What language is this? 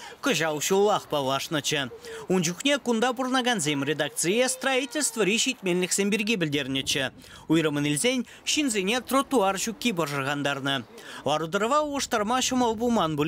Chuvash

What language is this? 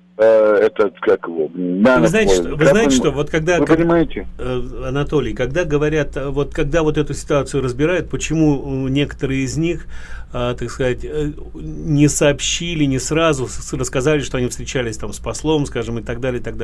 Russian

